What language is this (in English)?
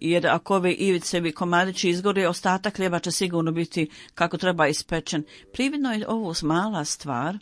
Bosnian